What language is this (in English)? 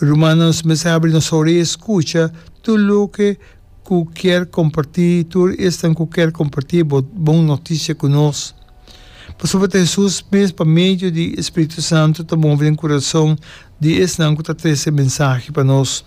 Papiamento